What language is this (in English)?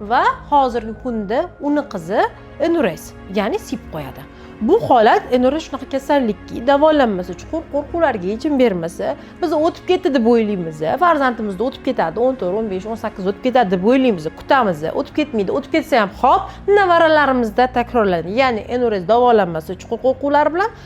Uzbek